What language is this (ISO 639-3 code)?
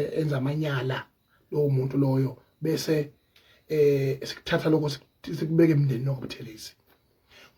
zul